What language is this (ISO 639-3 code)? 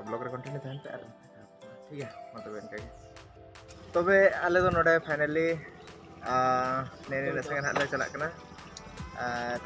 sat